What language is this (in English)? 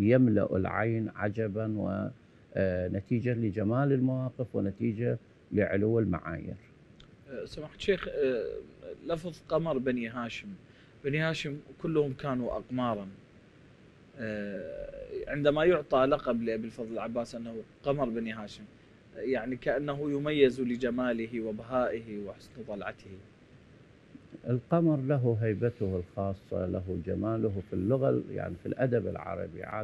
Arabic